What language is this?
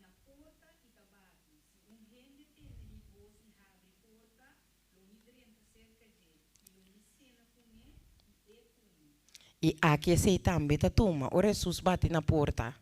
Papiamento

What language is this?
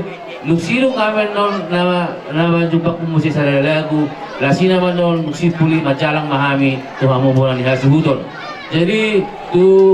Batak Toba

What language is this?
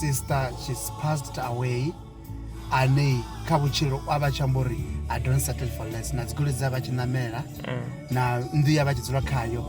Venda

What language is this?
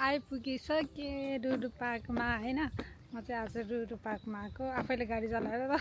Nepali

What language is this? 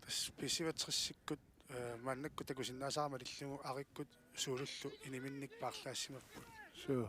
Kalaallisut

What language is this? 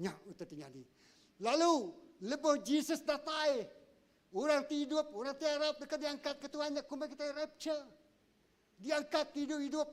Iban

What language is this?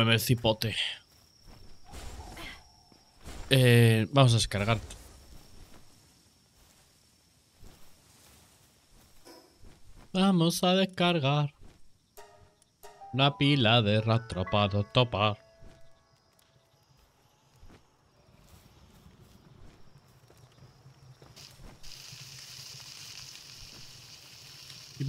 Spanish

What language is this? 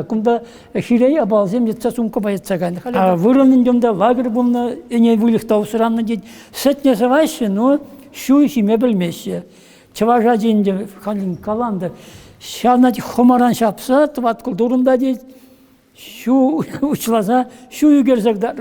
Chuvash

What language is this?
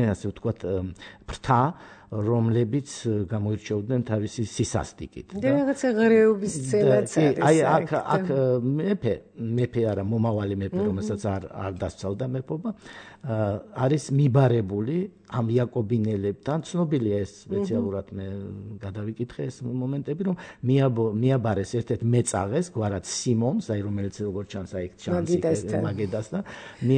Georgian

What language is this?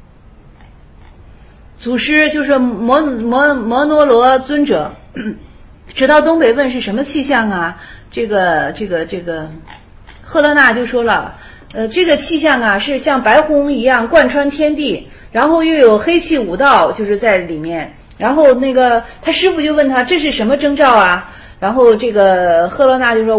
Chinese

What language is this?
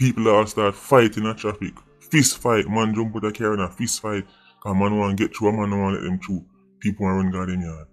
Jamaican Creole English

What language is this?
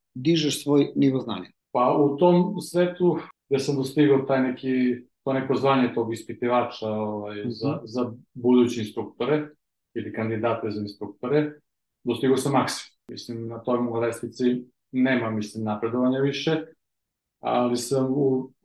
Serbian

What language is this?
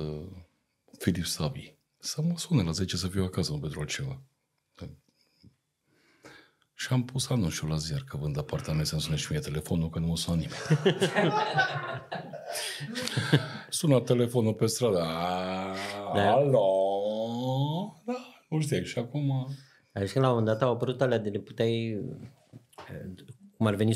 Romanian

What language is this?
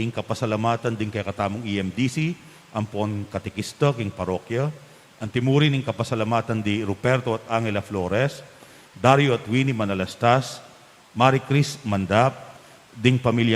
Pampanga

